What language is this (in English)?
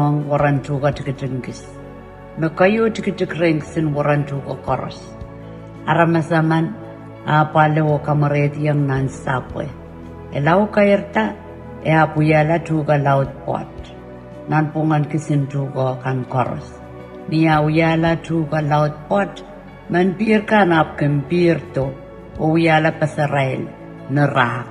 Pohnpeian